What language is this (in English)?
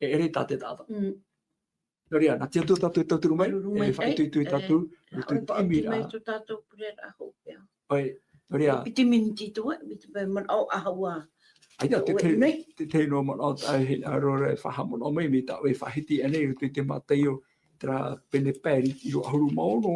Tahitian